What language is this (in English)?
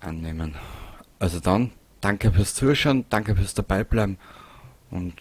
Bavarian